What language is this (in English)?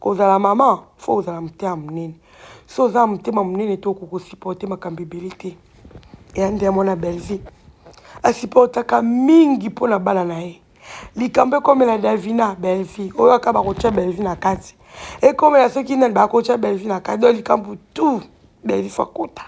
Lingala